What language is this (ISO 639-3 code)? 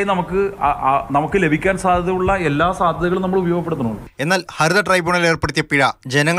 mal